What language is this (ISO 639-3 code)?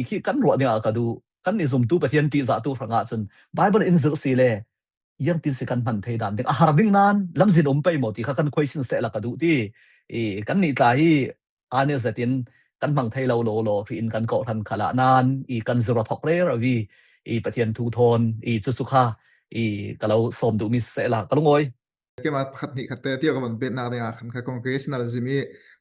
cfm